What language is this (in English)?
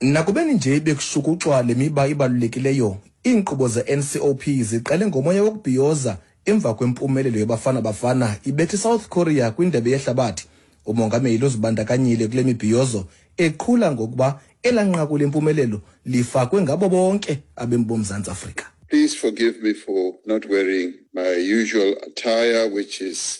Xhosa